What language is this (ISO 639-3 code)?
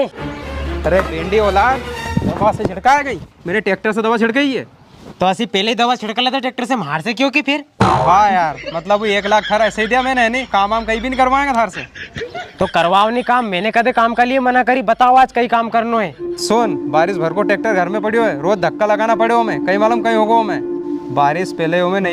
raj